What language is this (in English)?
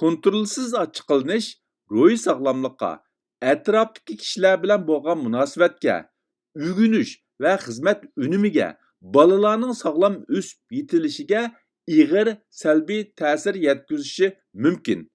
Uyghur